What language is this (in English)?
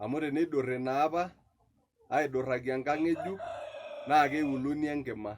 Masai